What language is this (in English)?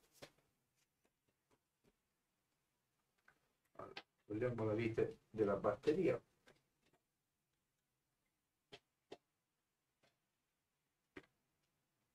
Italian